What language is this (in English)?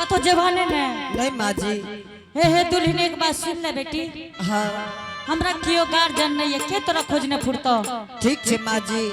Angika